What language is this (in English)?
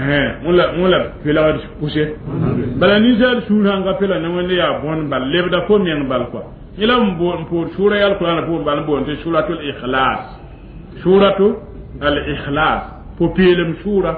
Mossi